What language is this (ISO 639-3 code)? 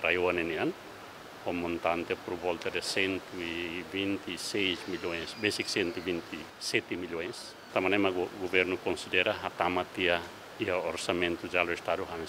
tet